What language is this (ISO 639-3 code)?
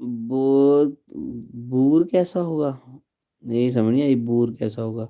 doi